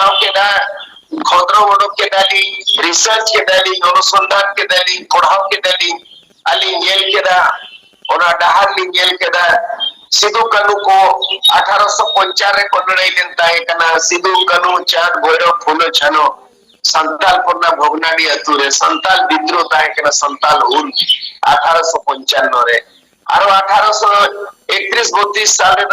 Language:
Santali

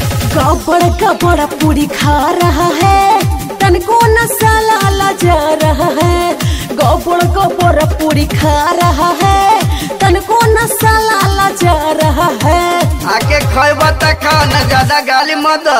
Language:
Bhojpuri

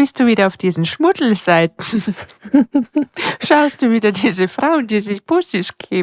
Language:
Bavarian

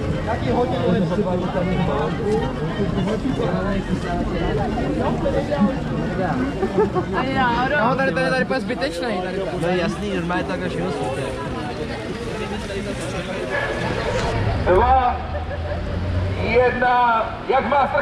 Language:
Czech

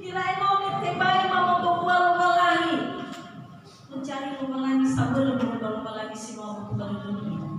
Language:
Nias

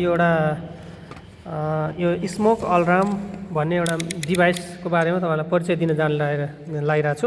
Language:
Nepali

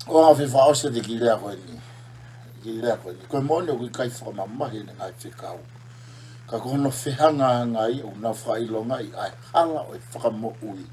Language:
Tongan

